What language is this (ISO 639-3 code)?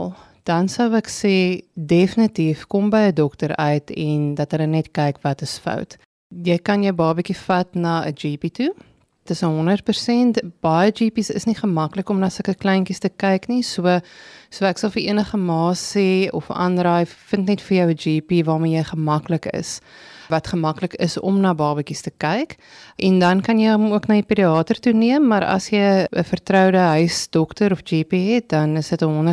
afr